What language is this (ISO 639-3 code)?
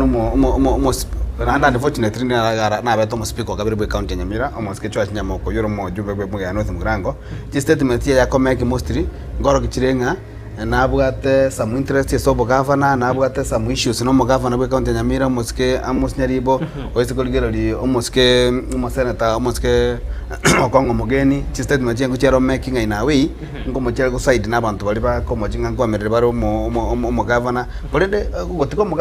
guz